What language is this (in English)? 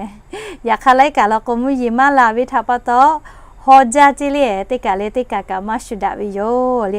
Lahu